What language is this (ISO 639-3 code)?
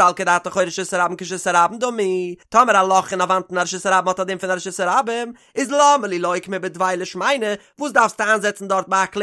yid